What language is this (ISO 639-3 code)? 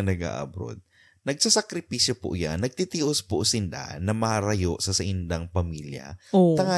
bik